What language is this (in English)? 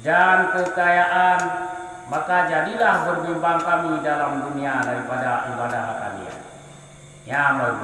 Achinese